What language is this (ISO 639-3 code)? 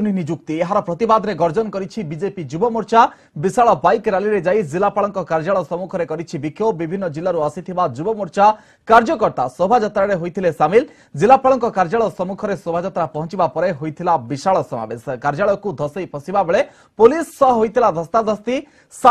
ori